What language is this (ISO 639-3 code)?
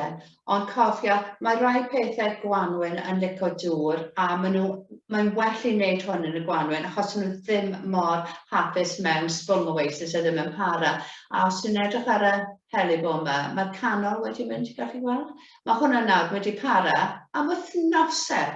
cym